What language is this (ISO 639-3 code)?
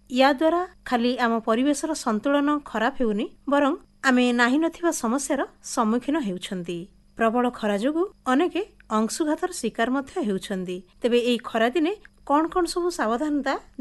ori